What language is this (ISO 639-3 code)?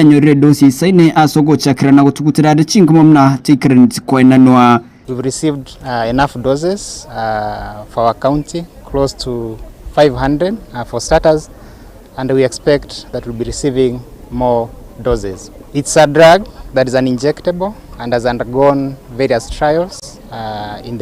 guz